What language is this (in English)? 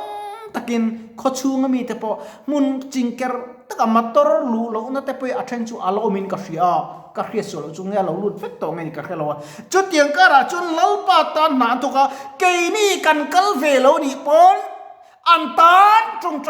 Mizo